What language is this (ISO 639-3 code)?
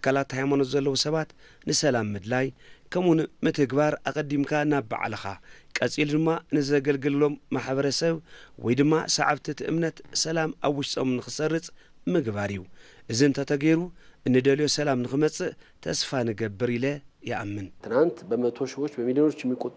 tir